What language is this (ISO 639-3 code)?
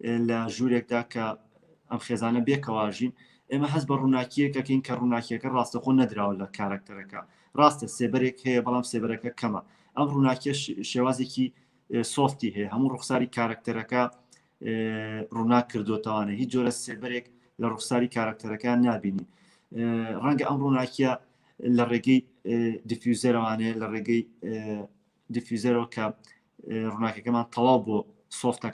ckb